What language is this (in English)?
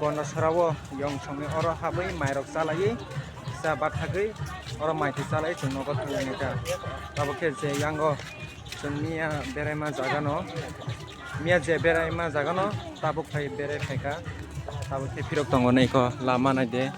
Kok Borok